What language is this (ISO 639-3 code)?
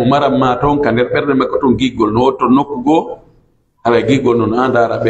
fuf